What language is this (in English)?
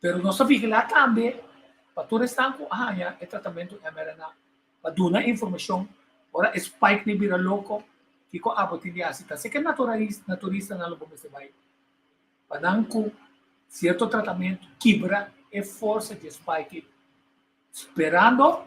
Papiamento